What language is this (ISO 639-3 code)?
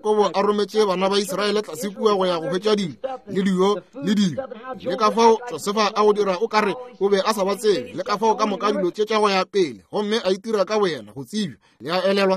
nso